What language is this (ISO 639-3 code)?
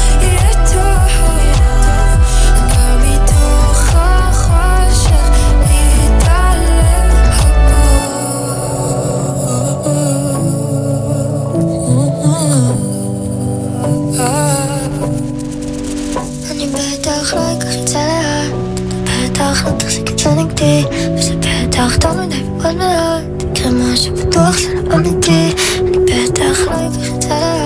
heb